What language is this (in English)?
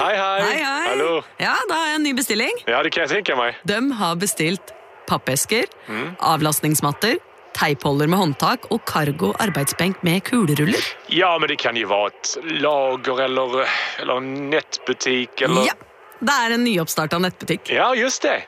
Norwegian